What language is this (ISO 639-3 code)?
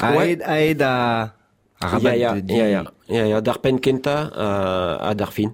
bre